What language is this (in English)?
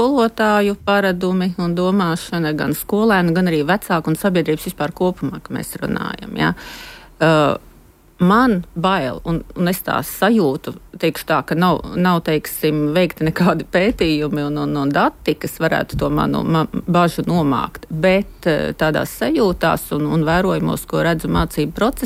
Latvian